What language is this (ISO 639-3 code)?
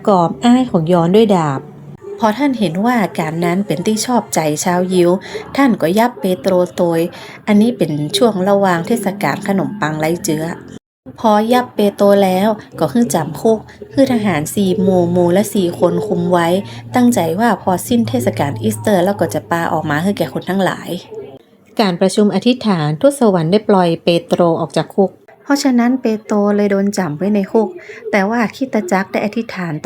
nod